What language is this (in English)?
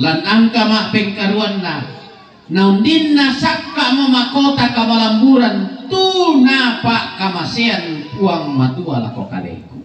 Toraja-Sa'dan